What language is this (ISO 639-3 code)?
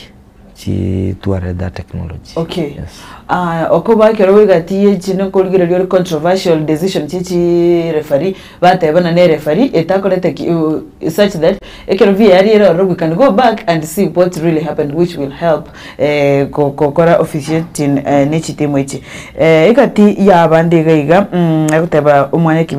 guz